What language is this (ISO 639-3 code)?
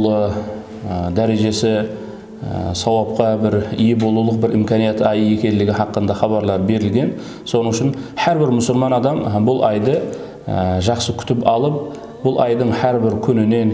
kaa